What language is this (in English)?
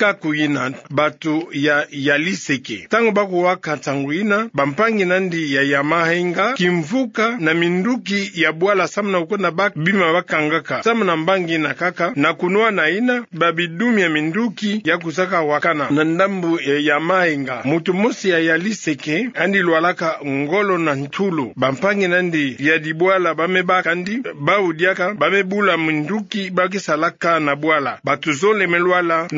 Kituba (Democratic Republic of Congo)